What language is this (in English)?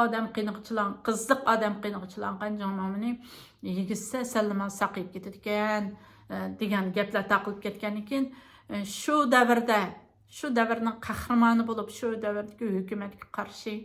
Uyghur